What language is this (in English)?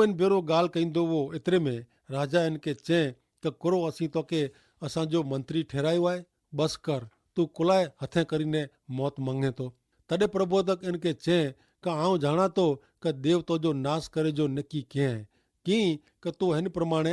Kachhi